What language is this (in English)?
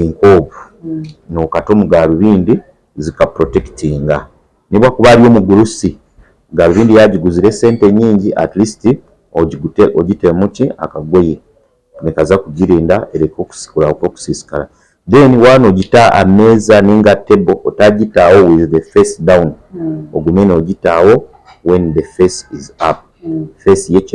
Nyankole